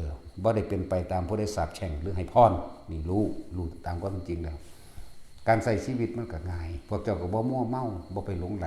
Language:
Lao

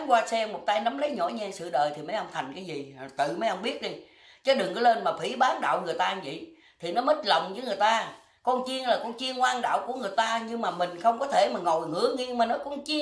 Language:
Vietnamese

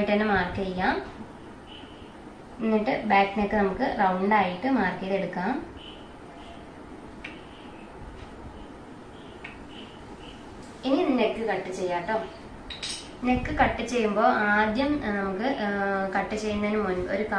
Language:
Malayalam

